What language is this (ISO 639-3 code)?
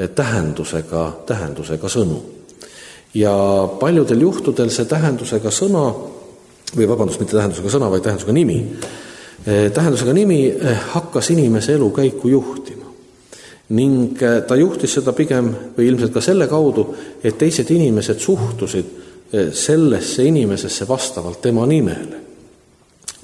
est